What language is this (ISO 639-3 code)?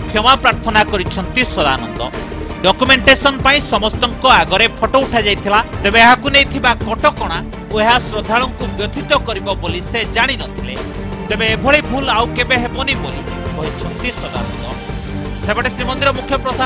ori